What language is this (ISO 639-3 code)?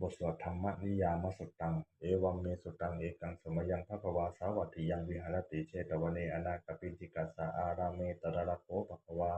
pli